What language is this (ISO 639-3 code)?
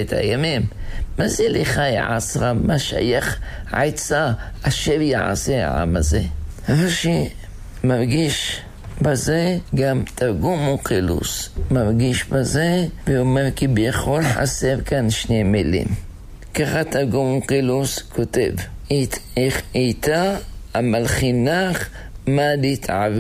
heb